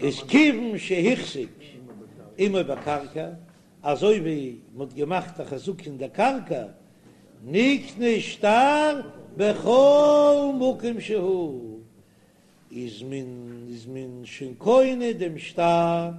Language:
Yiddish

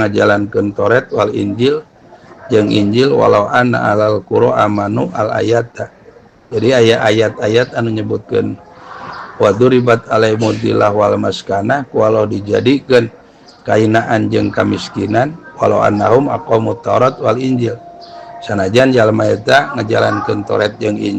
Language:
Sundanese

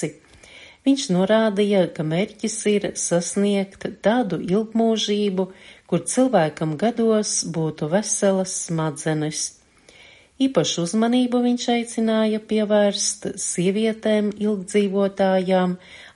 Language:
Latvian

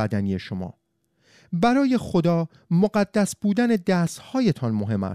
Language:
Persian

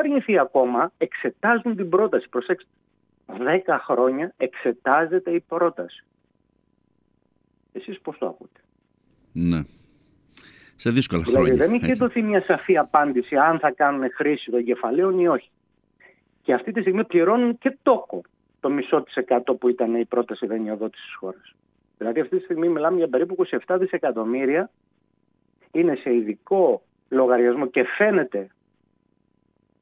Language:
Greek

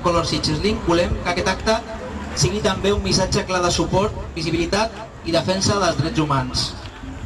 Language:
Catalan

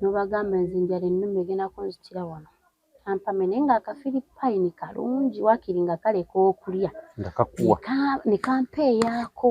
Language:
Ganda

